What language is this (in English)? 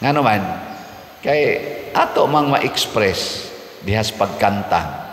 Cebuano